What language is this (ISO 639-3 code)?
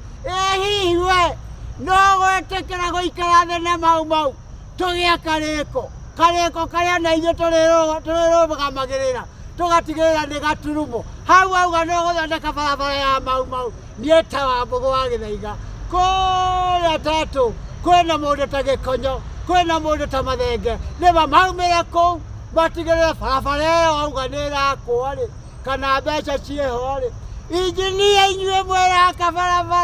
kik